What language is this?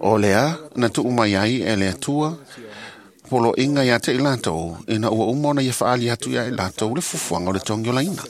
Samoan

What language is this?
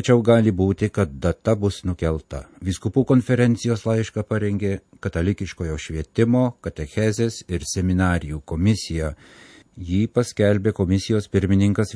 Lithuanian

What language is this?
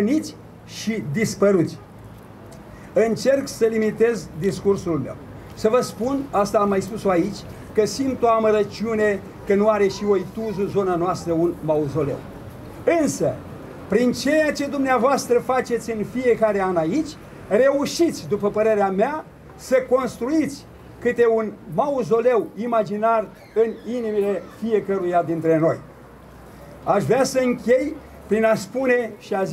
Romanian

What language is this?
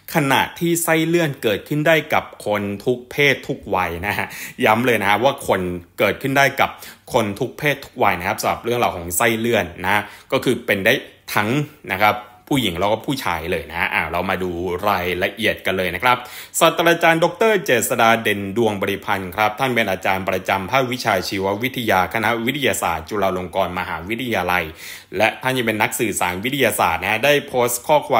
Thai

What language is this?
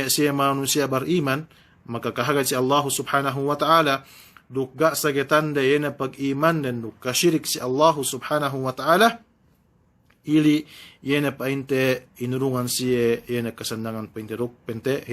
Yakan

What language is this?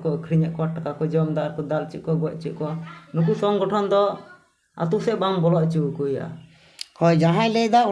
Santali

